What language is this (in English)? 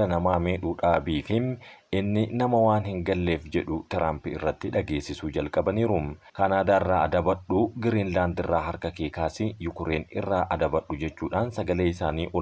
Oromo